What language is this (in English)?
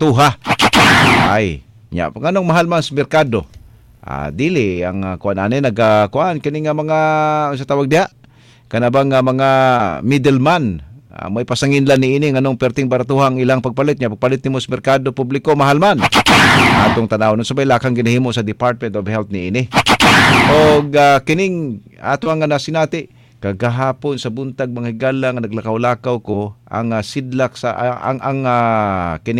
Cebuano